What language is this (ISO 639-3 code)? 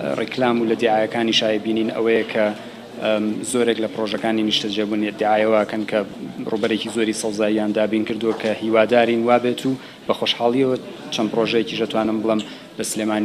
ckb